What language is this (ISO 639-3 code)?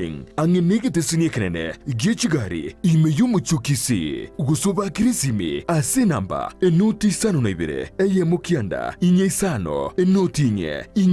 guz